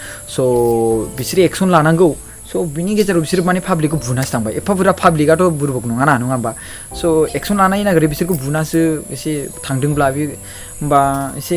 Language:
Bodo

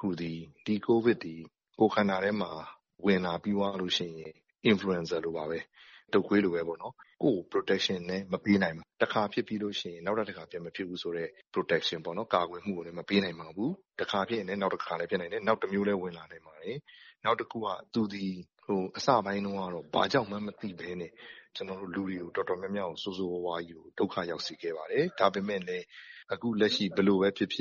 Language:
Burmese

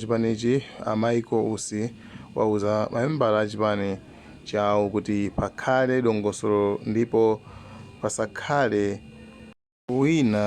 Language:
Nyanja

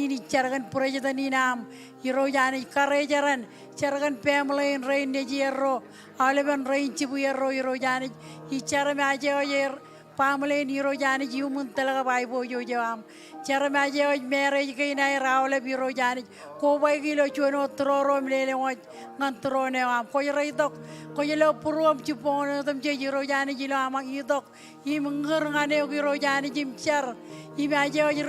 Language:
Marshallese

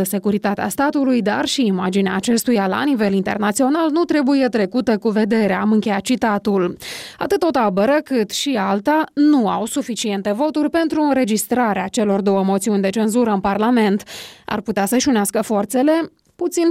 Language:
Romanian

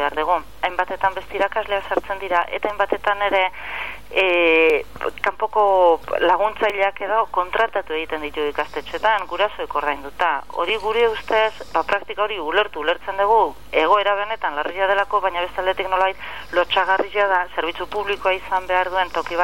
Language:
Basque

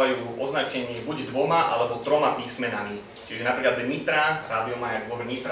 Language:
Slovak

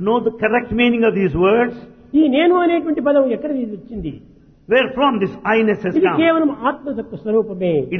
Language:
Telugu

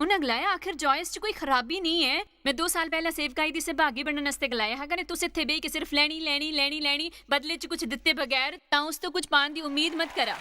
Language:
Dogri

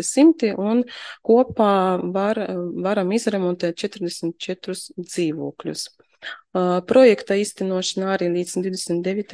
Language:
Latvian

